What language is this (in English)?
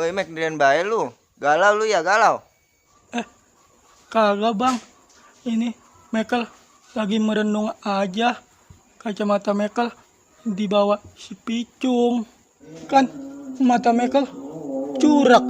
Betawi